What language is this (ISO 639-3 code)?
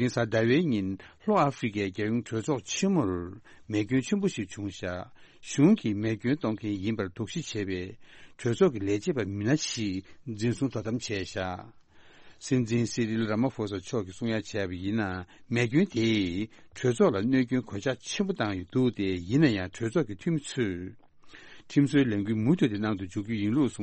bod